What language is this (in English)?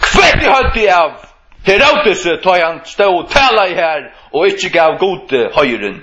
Faroese